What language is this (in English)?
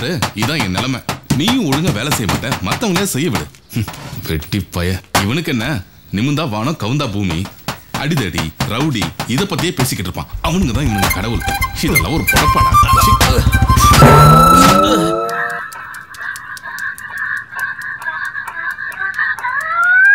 Tamil